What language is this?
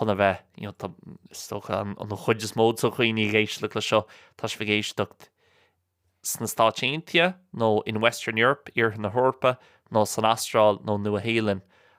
Irish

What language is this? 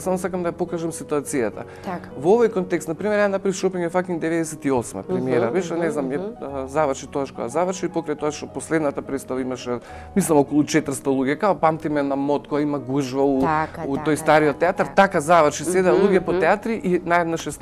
Macedonian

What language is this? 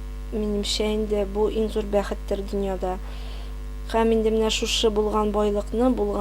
Tatar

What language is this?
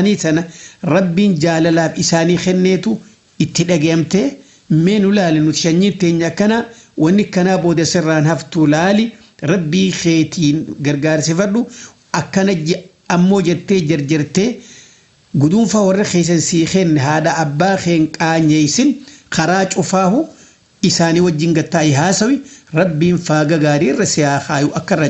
Oromo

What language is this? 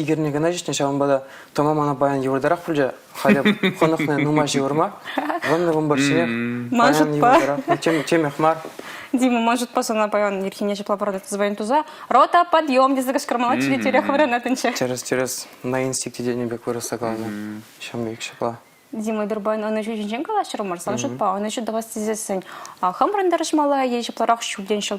Chuvash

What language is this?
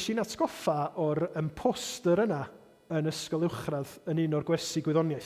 Welsh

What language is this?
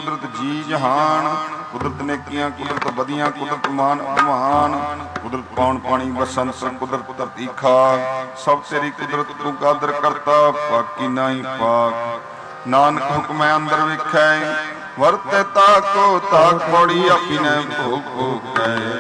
Punjabi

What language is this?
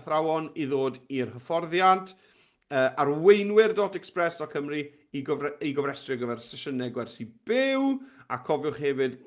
Welsh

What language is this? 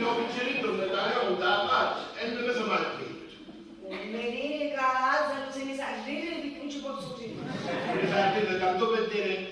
Sicilian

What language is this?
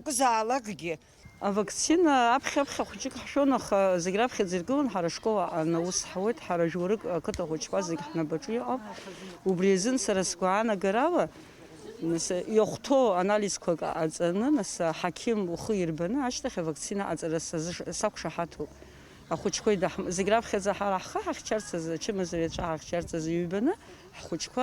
Abkhazian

